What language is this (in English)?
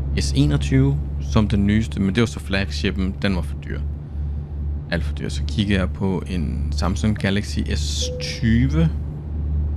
Danish